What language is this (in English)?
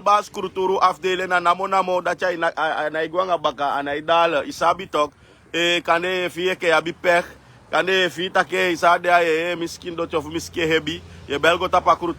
Sranan Tongo